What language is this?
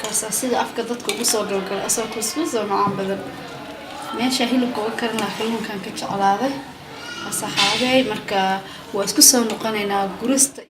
Somali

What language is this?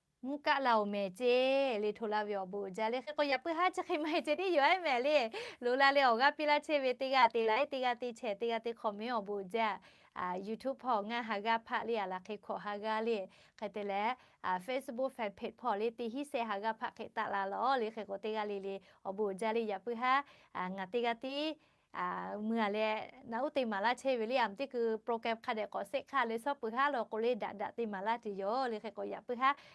Lahu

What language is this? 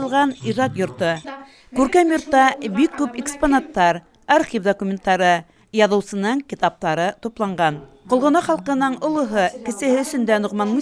Bashkir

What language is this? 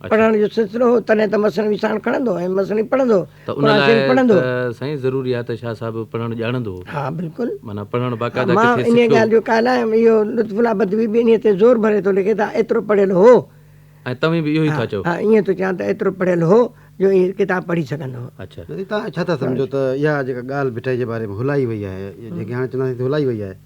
Sindhi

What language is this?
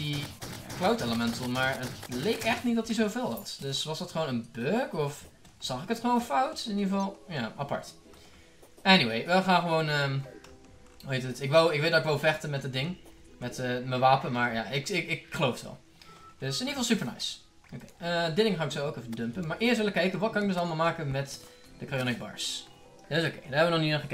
Dutch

